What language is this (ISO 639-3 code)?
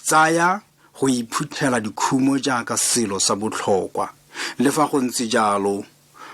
tsn